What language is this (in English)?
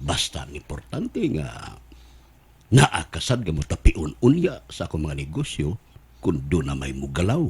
Cebuano